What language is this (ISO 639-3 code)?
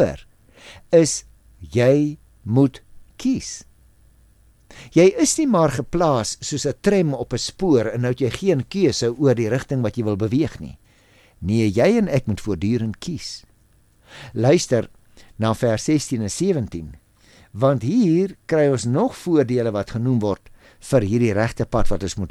afr